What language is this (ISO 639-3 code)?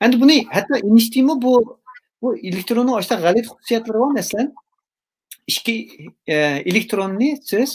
uig